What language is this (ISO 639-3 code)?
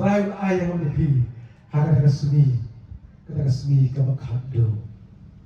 kha